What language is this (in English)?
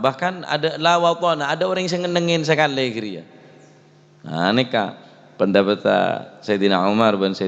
Madurese